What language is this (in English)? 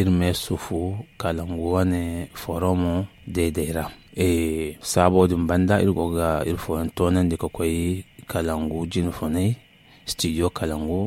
Zarma